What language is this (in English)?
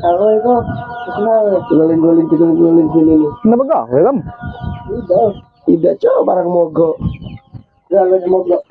Musi